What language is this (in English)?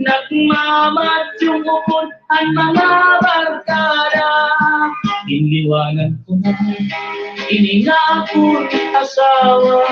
Waray